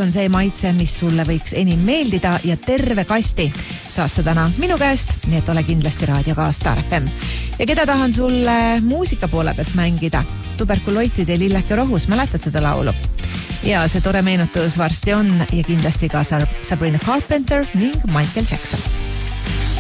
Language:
Estonian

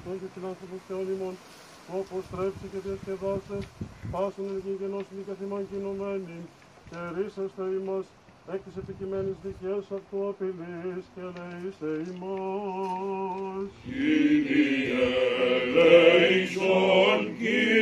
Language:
Greek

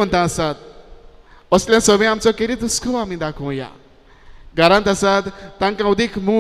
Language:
Konkani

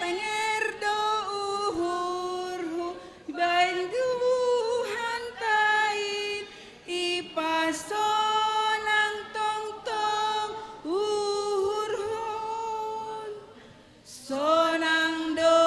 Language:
Batak Simalungun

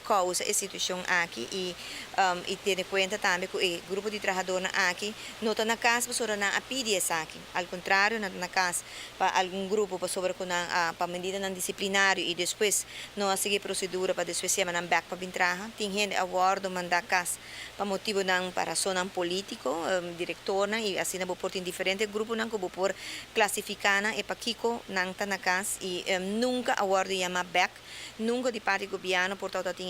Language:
Papiamento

